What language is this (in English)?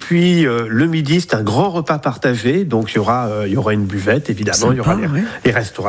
French